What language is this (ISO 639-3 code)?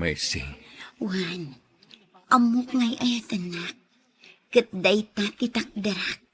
ilo